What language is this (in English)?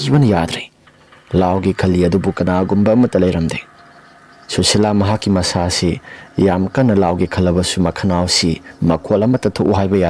Manipuri